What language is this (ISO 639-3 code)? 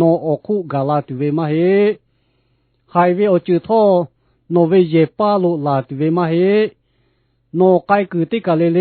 lhu